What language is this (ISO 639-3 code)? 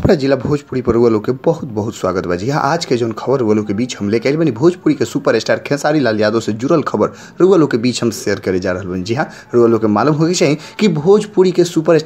bho